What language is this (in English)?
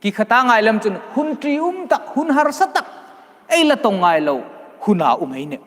Hmar